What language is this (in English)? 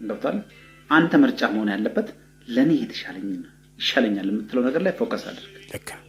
Amharic